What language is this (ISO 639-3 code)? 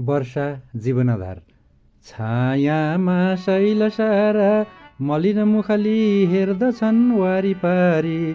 nep